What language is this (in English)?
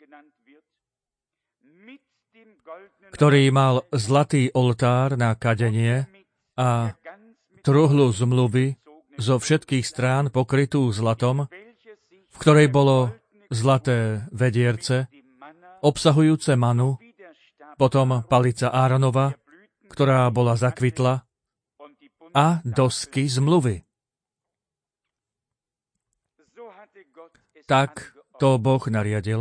Slovak